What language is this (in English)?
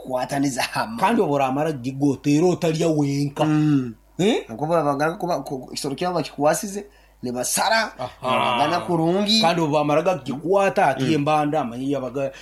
Nyoro